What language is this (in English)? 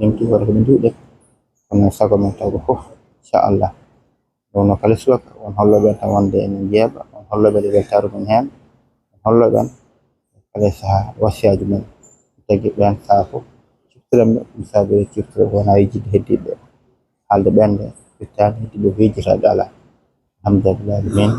Fula